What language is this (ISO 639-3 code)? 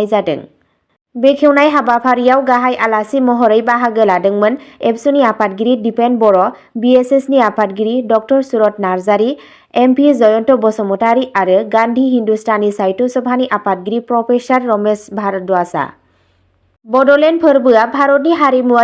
brx